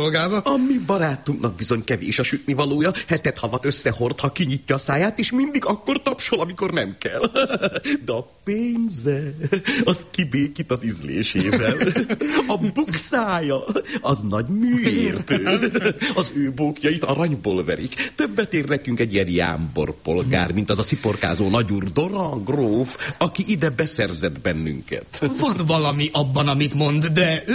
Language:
Hungarian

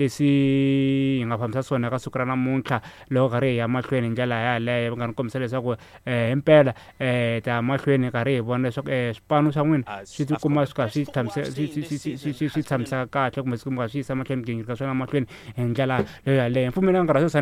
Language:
Tsonga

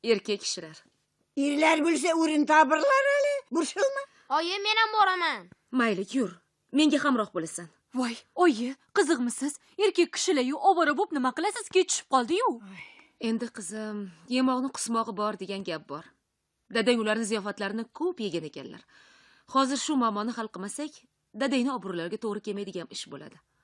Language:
Uzbek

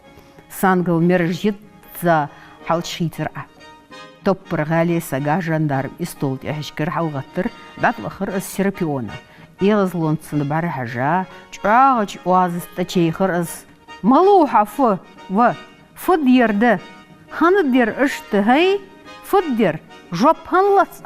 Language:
Ingush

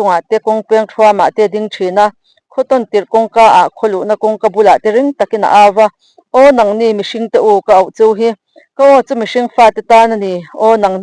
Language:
Mizo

